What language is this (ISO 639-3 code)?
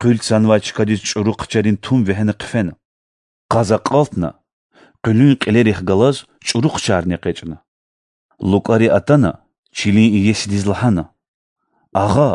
lez